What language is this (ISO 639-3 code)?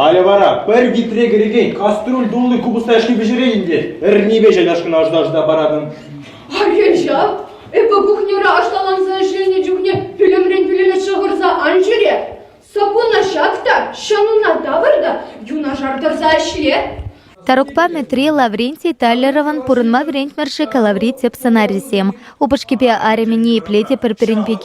chv